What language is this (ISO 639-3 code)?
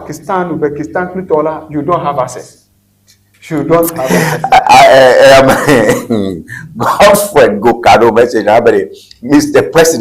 ewe